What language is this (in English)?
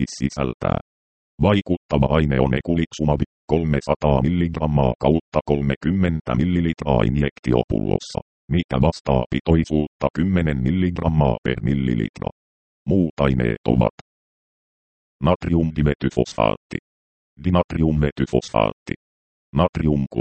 Finnish